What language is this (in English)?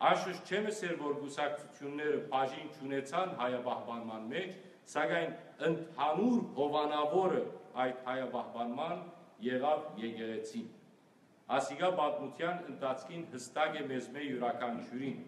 Western Armenian